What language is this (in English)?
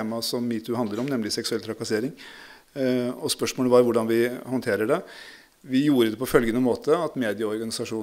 Norwegian